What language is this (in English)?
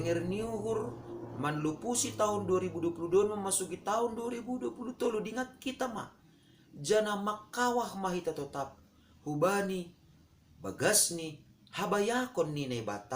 Batak Simalungun